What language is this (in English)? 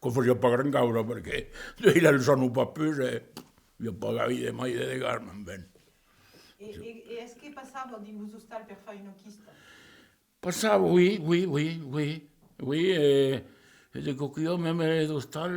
Occitan